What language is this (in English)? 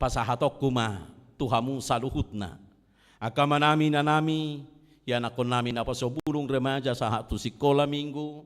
Batak Toba